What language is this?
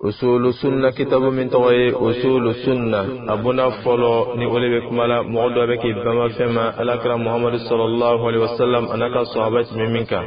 Dyula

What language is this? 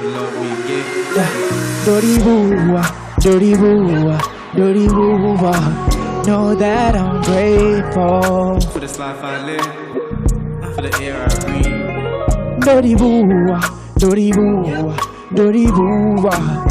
Venda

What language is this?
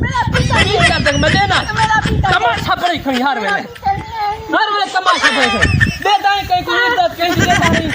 Saraiki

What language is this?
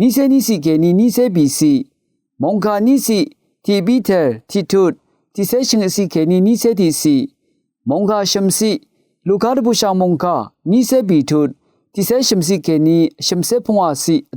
Rawang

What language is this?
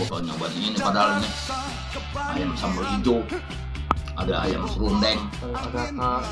Betawi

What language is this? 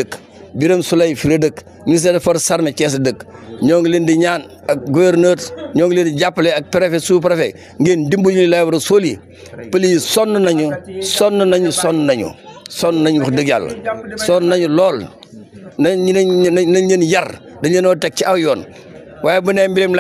Wolof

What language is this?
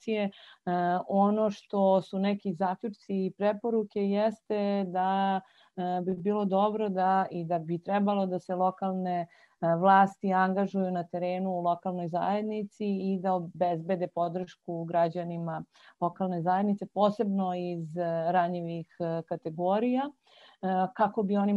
Serbian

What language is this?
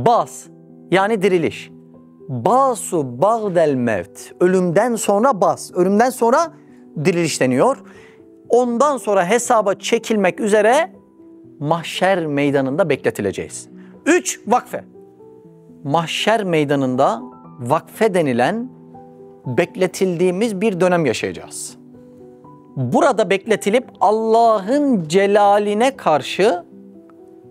Turkish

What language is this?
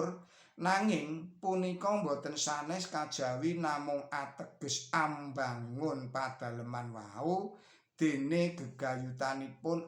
Javanese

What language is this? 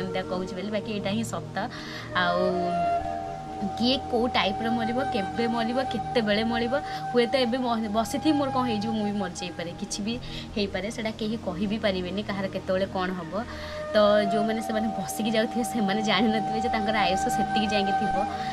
Odia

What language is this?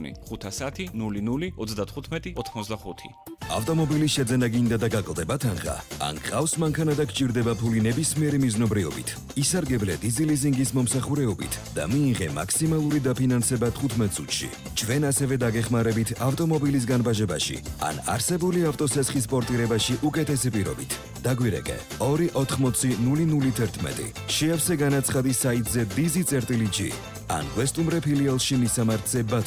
Georgian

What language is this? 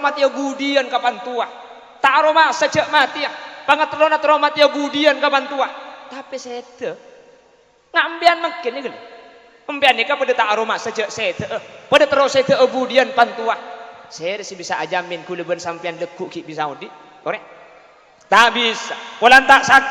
Madurese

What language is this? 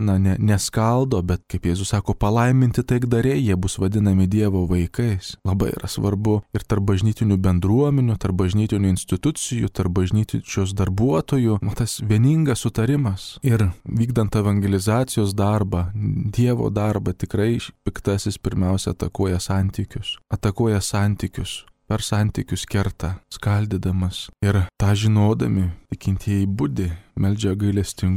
Lithuanian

